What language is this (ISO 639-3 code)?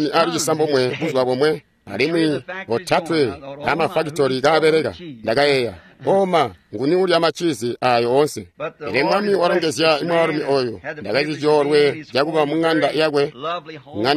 toi